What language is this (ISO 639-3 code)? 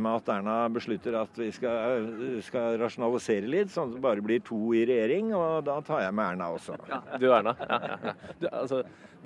nor